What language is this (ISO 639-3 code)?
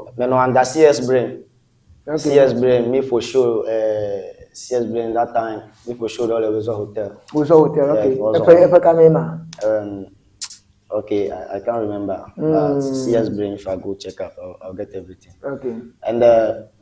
ewe